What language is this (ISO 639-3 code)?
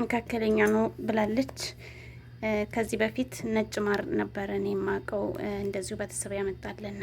amh